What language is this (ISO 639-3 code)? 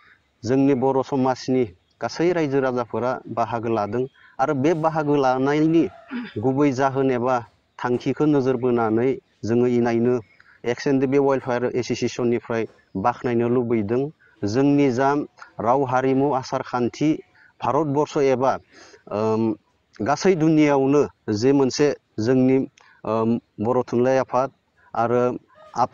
brx